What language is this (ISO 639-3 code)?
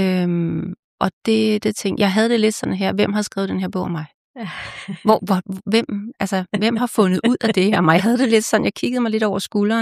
dan